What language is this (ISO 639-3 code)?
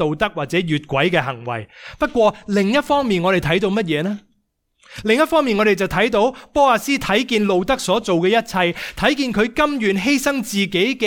yue